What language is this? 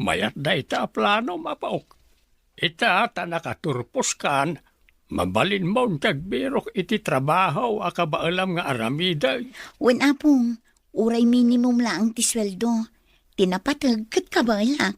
Iloko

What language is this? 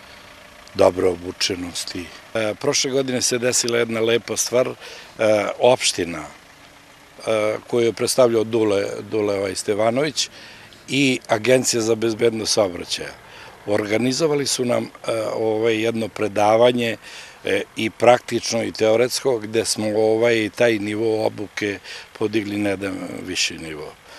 Serbian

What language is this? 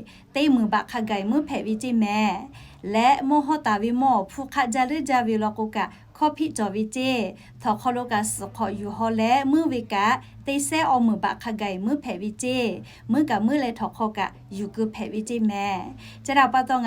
Lahu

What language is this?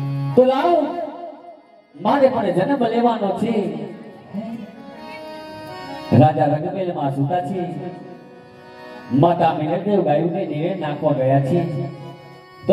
Gujarati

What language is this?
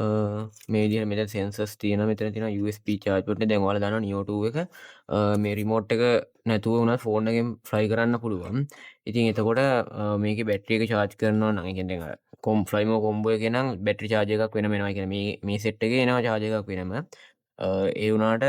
Sinhala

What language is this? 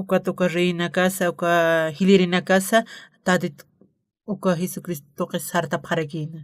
Aymara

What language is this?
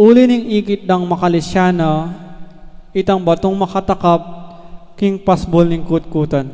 Pampanga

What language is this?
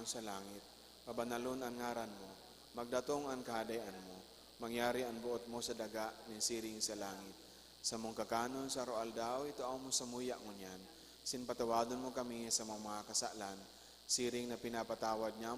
Bikol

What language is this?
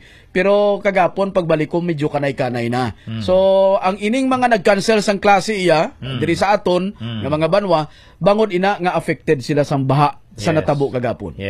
Hiligaynon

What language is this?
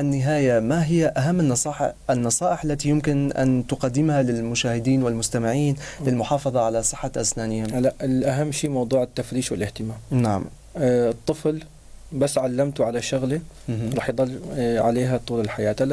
North Levantine Arabic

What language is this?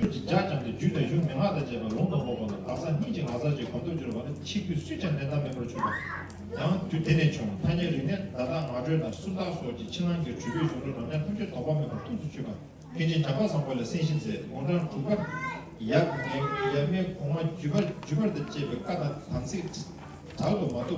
Tibetan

